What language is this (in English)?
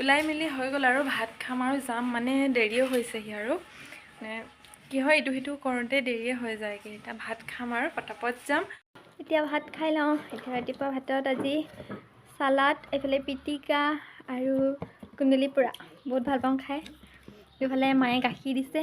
Assamese